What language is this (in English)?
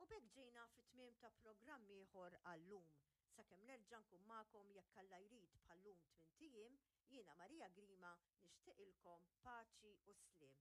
Maltese